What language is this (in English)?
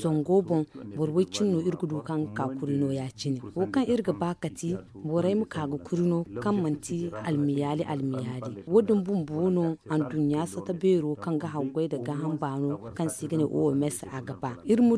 Zarma